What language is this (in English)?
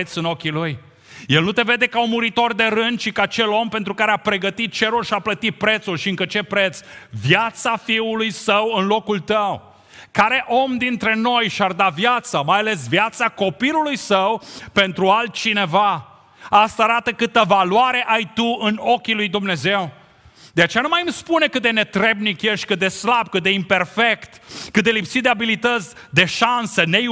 Romanian